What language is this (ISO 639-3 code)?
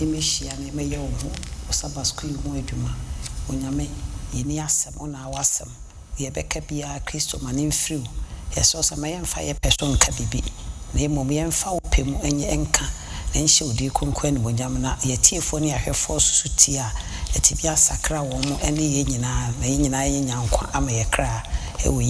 aka